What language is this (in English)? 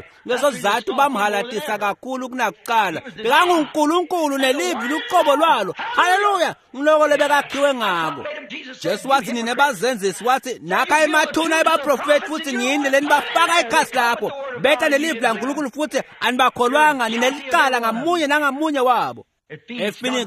Swati